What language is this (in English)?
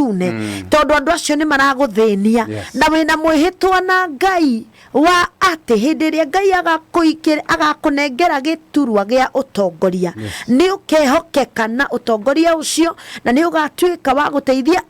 Kikuyu